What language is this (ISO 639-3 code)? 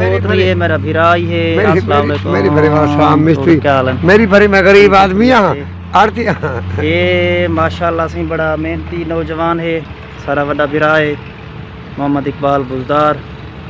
skr